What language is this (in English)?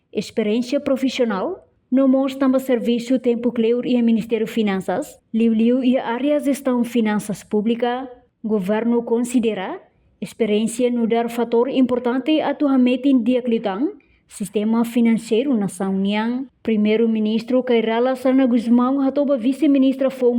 Tetum